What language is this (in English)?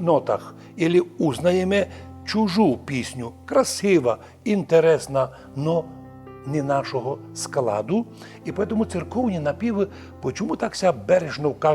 Rusyn